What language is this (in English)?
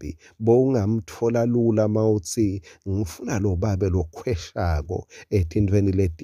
Swati